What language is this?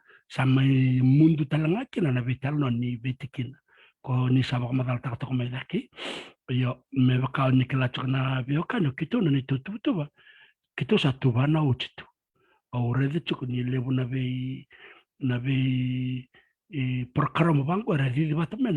Fijian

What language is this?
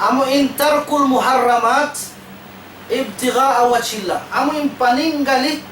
Tausug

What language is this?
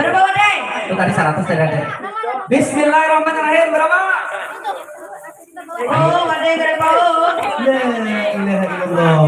Banjar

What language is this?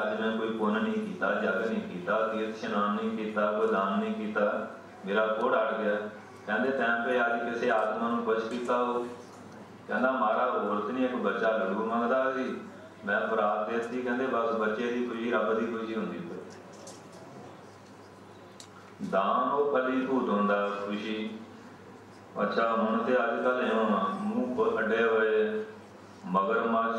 Punjabi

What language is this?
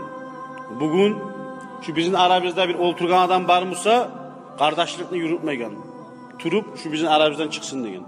Kumyk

